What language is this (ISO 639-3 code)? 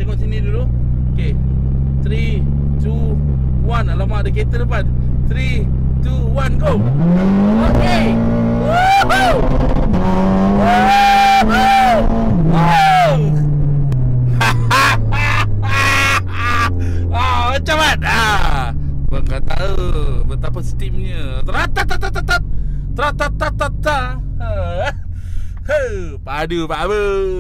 msa